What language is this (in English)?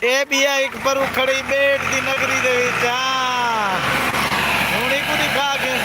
Saraiki